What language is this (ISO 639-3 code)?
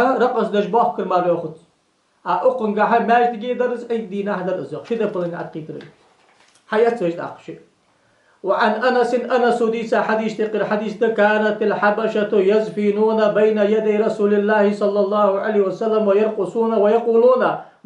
inh